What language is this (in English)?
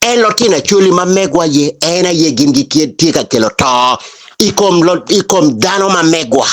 Acoli